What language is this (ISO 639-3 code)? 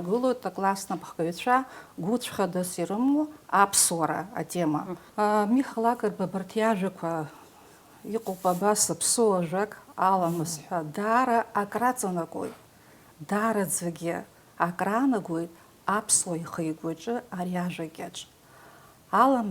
abk